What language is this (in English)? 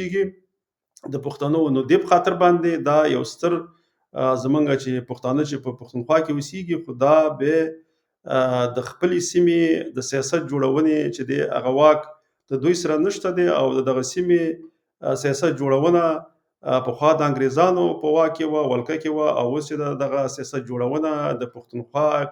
Pashto